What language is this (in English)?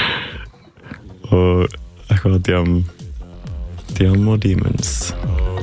Icelandic